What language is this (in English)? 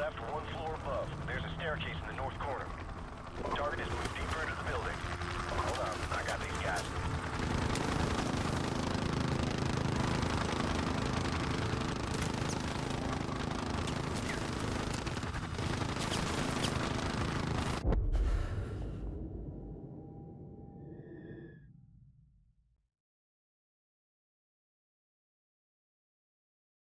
English